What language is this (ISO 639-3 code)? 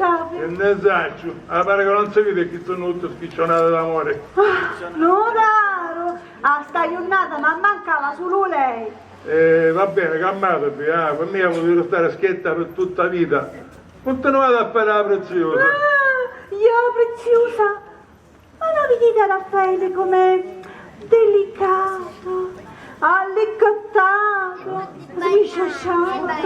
scn